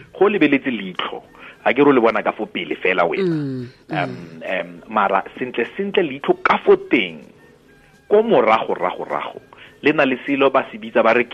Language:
Tswana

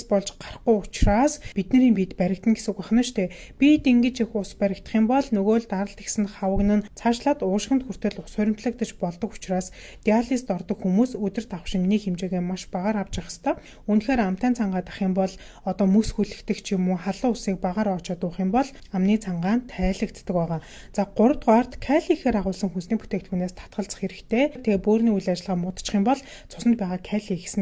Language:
Mongolian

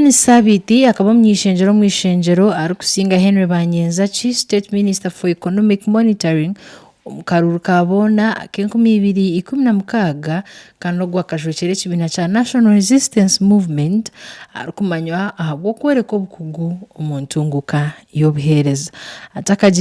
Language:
Nyankole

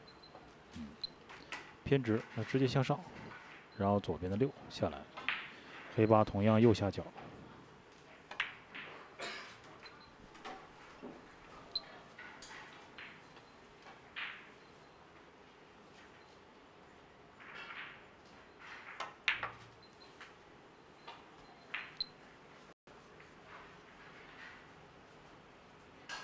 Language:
Chinese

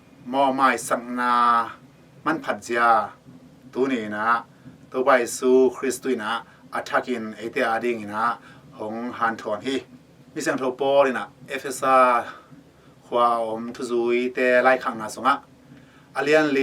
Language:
Tedim Chin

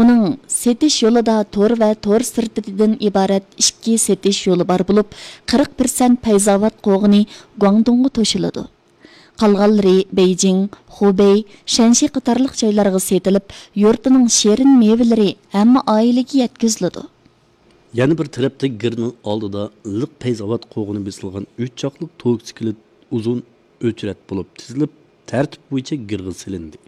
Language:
Uyghur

